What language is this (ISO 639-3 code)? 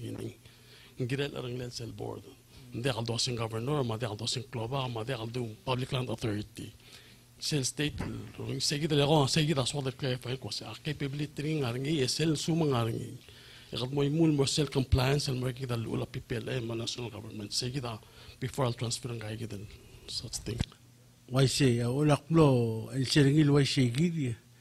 pau